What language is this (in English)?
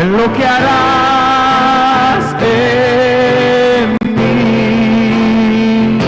Aymara